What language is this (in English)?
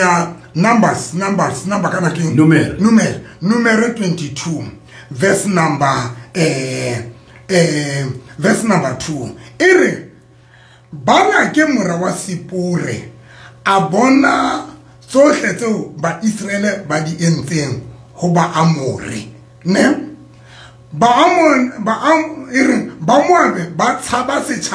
Southern Sotho